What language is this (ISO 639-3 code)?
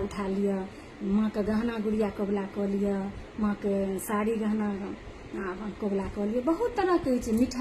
mai